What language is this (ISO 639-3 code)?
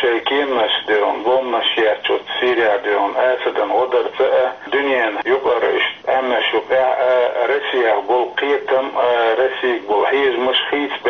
che